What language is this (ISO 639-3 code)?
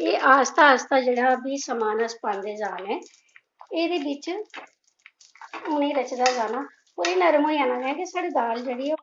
doi